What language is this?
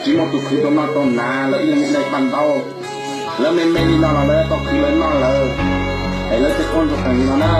Hmong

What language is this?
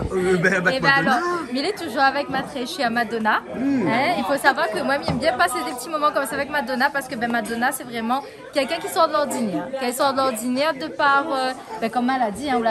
Réunion Creole French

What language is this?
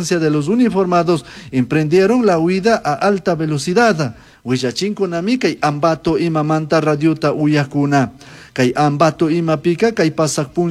Chimborazo Highland Quichua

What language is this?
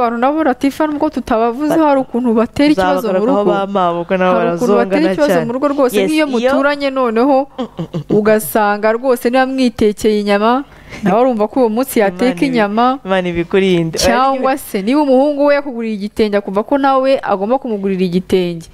Kinyarwanda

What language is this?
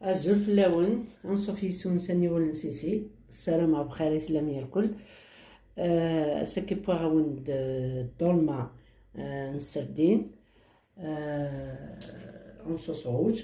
Kabyle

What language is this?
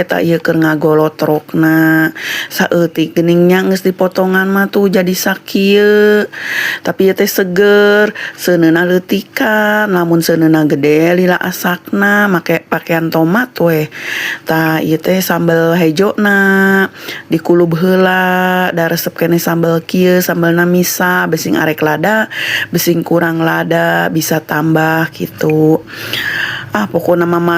Sundanese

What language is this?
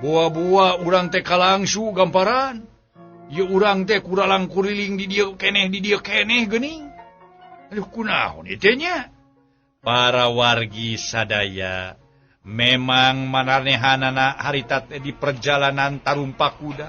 Sundanese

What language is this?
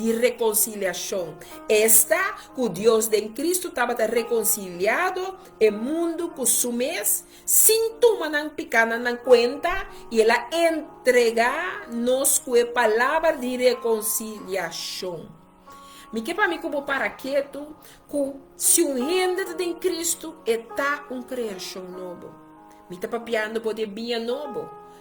Papiamento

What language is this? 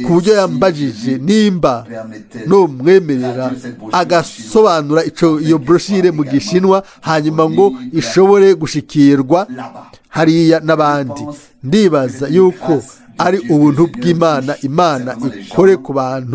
Rundi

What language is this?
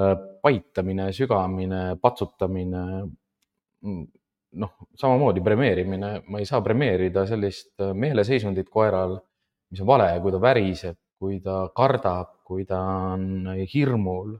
Estonian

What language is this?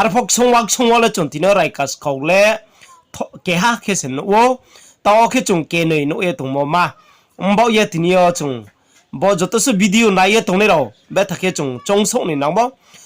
Riang (India)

